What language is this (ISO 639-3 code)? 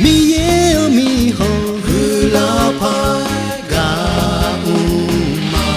ahk